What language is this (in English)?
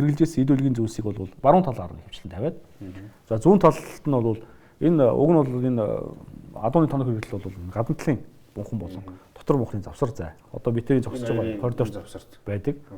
Mongolian